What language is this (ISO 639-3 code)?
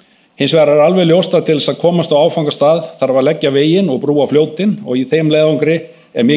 isl